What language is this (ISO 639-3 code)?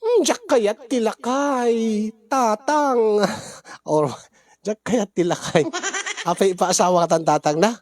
ilo